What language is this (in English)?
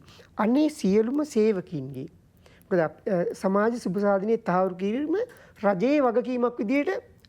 Sinhala